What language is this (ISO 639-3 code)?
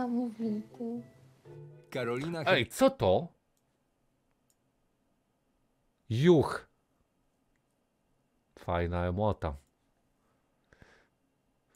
pol